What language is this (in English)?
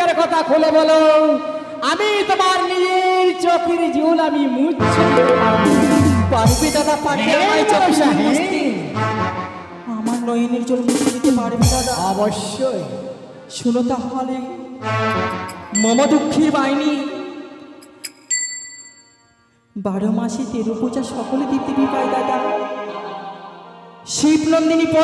Bangla